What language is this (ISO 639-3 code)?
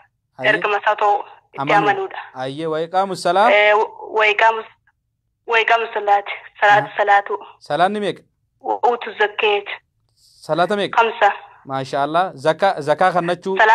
orm